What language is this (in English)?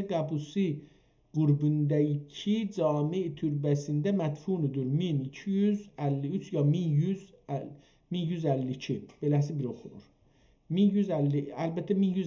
South Azerbaijani